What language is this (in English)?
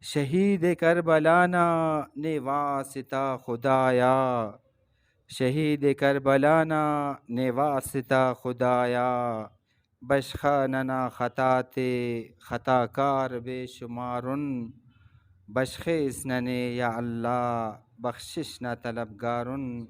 Brahui